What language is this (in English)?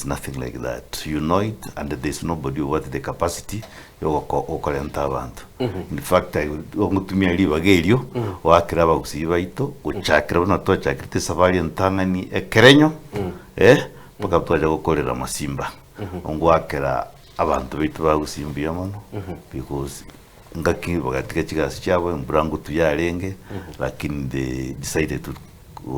Gusii